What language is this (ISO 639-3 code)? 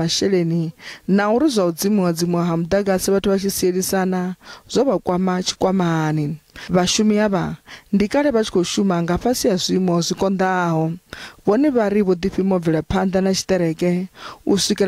ven